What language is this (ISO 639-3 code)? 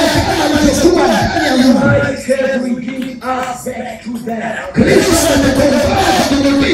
swa